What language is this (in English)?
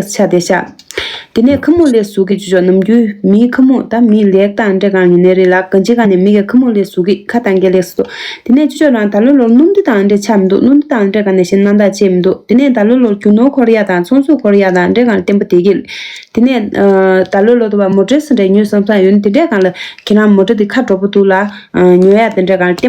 Tibetan